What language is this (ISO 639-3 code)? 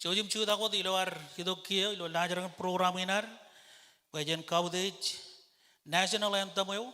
mah